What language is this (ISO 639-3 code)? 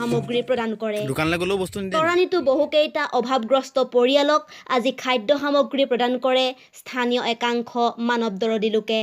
asm